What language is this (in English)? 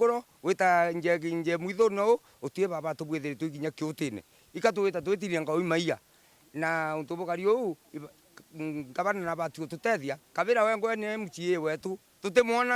Meru